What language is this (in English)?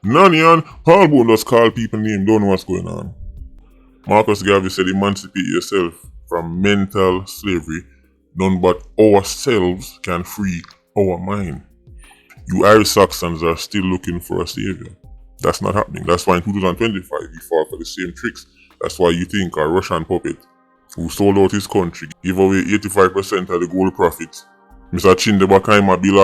Jamaican Creole English